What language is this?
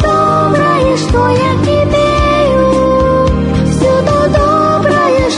Russian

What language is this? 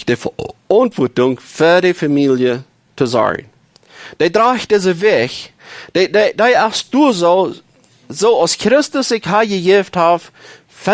Plautdietsch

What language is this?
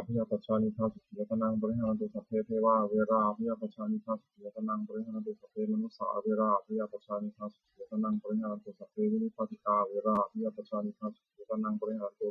Pali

